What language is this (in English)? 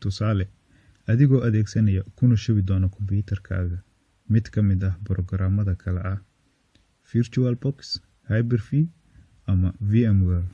Somali